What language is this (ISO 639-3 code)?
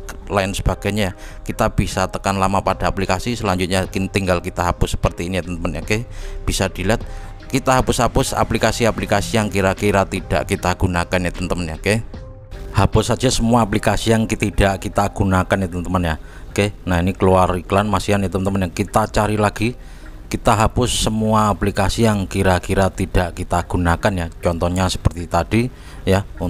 ind